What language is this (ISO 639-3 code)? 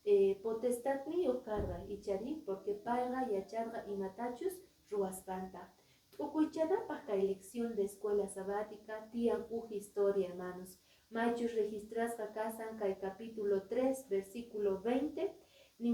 que